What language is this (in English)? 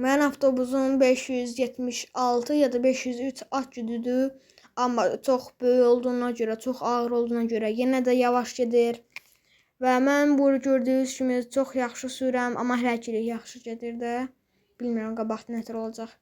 Azerbaijani